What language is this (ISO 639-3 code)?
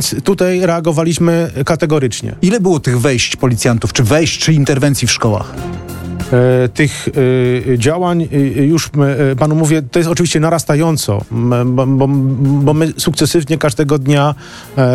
pol